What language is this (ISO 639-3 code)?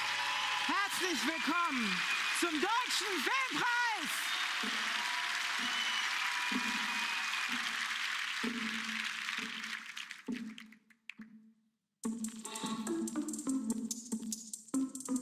fas